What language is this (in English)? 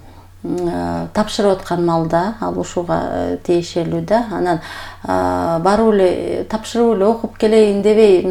Kyrgyz